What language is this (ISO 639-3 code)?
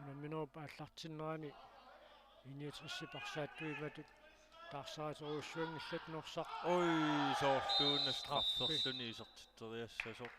kal